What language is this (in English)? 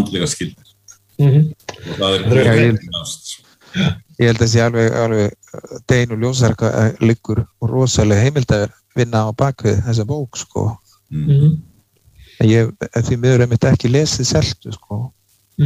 Icelandic